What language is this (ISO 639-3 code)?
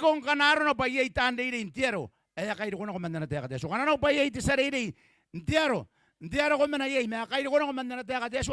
gil